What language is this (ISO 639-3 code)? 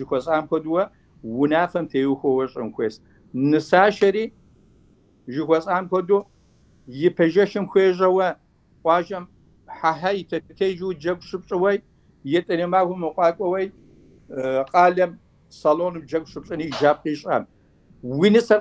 kbd